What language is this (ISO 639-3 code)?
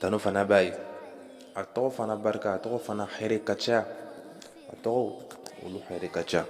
bam